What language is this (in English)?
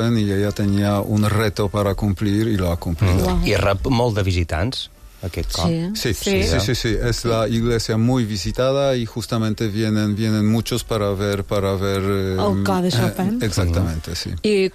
Catalan